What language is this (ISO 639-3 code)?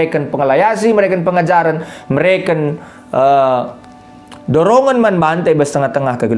btx